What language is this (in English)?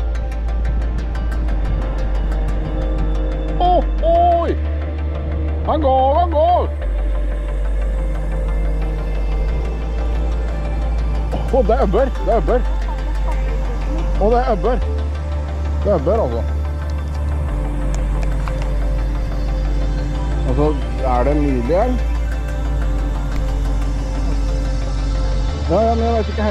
Norwegian